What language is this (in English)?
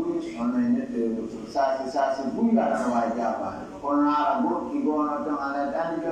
Pular